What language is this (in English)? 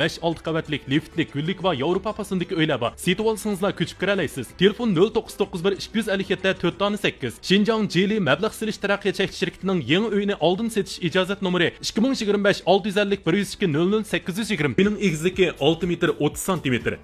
Uyghur